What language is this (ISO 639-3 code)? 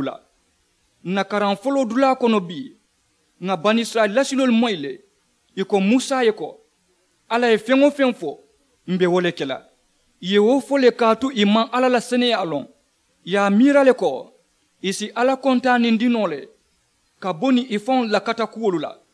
man